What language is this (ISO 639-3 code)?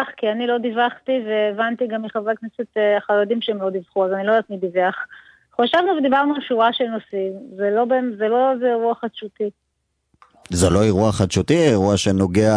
heb